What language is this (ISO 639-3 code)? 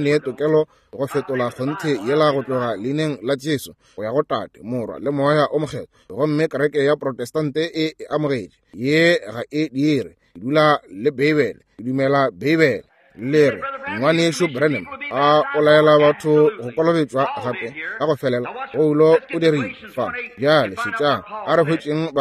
nso